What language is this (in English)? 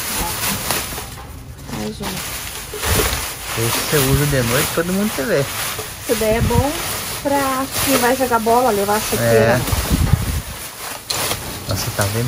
Portuguese